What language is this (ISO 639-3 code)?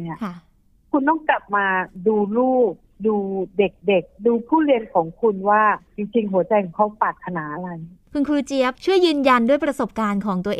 tha